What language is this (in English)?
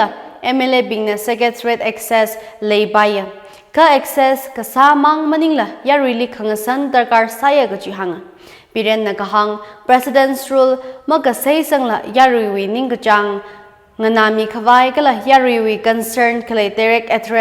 Tangkhul Naga (India)